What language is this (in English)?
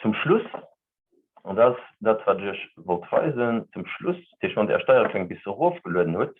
Luxembourgish